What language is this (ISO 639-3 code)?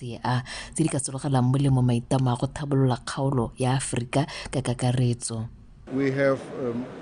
tsn